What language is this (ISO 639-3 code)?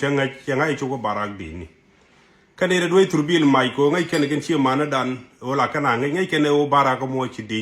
nus